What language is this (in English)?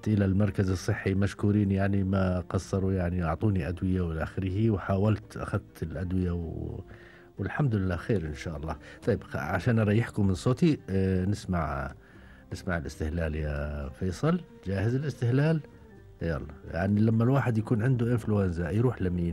Gulf Arabic